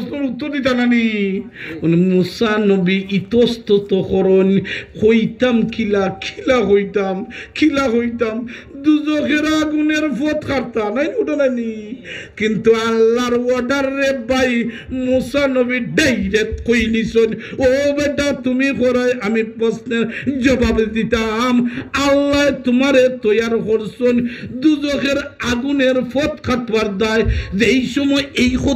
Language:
Sylheti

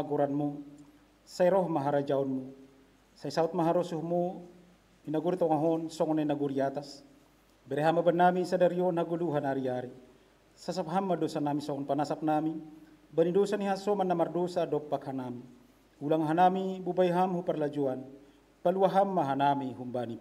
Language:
Batak Simalungun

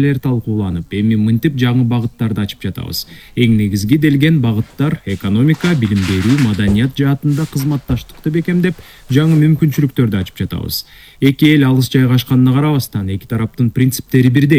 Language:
Kyrgyz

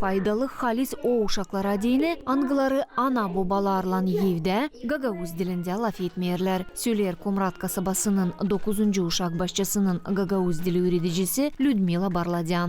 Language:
Gagauz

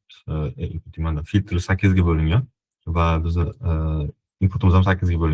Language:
Uzbek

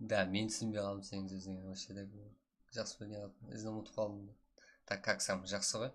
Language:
Kara-Kalpak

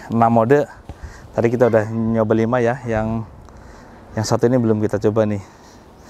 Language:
Indonesian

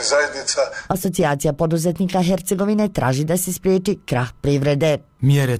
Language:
Bosnian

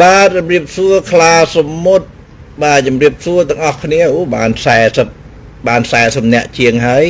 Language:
Khmer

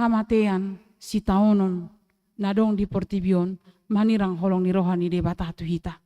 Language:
Batak Toba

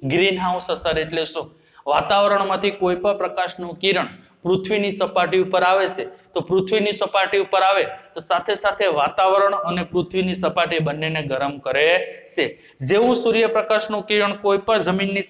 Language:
Gujarati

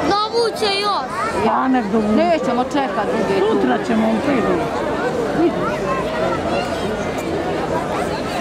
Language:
Croatian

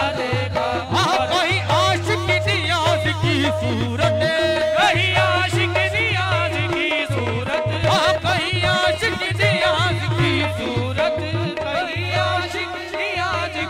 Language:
Hindi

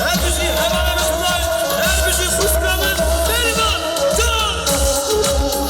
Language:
Kurdish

